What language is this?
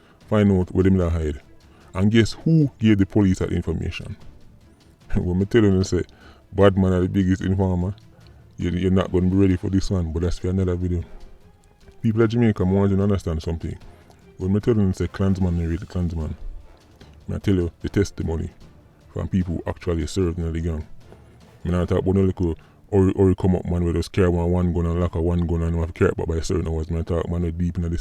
Jamaican Creole English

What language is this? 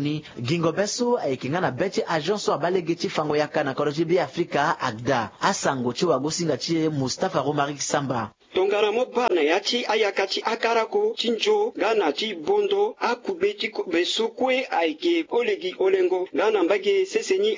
Sango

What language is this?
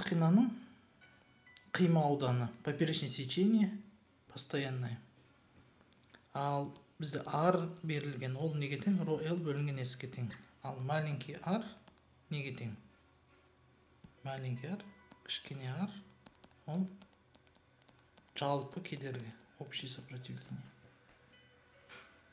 Kazakh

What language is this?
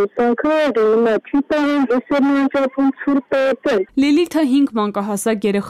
Armenian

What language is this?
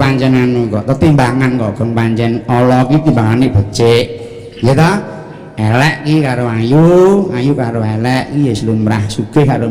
Javanese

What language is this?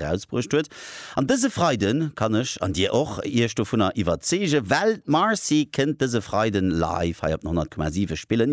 Luxembourgish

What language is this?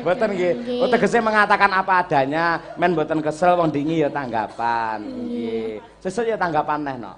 Javanese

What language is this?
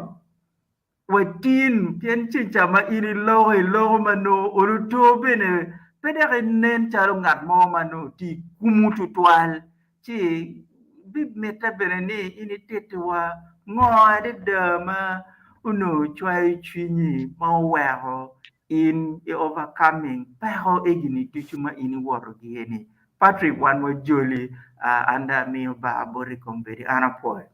Acoli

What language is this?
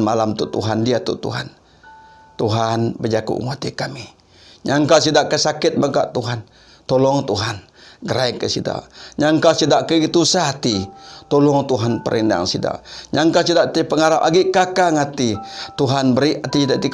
Iban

